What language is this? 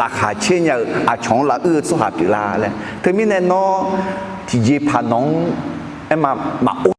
Akha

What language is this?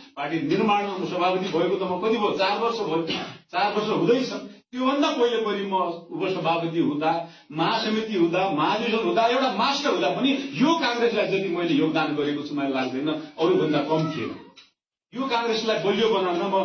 Nepali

